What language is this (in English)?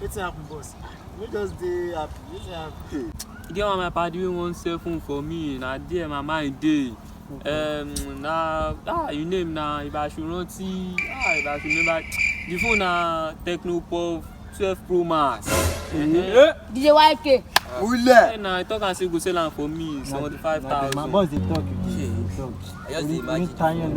Nigerian Pidgin